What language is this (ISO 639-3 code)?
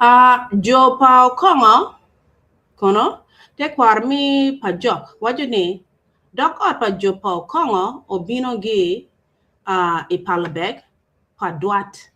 ach